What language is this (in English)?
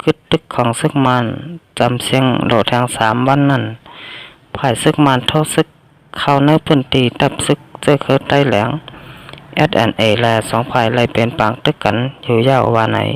Shan